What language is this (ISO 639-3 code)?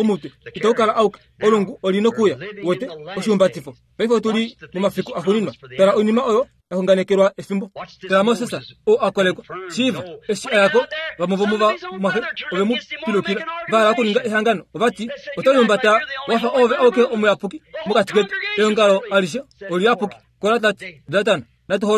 kua